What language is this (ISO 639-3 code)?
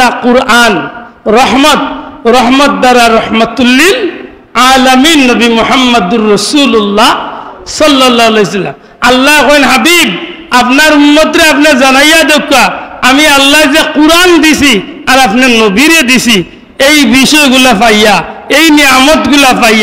syl